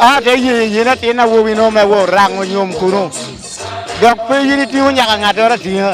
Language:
Lango (Uganda)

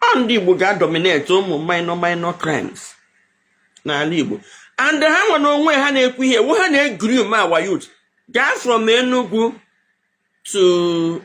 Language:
Igbo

